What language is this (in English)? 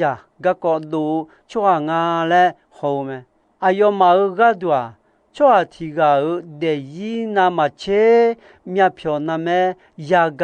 Akha